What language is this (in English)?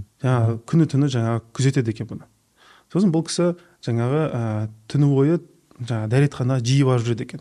Kazakh